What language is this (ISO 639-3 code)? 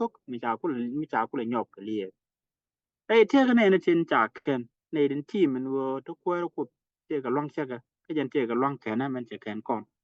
nus